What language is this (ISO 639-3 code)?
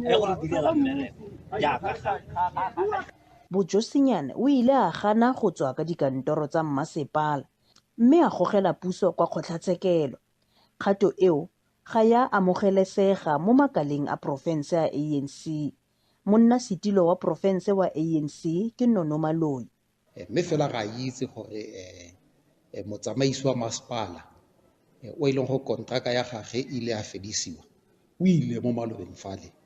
tsn